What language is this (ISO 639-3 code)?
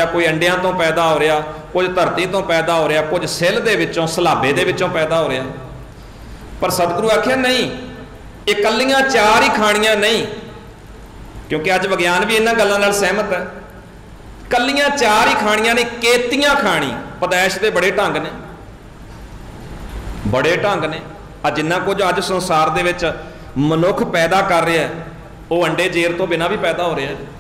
pan